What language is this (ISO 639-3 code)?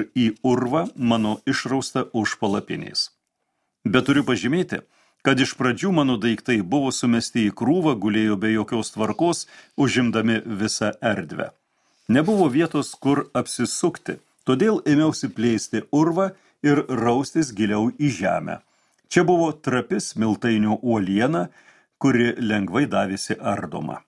lit